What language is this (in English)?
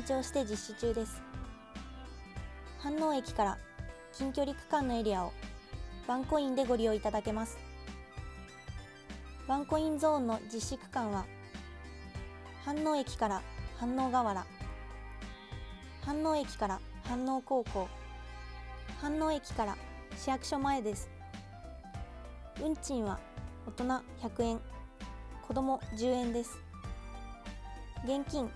Japanese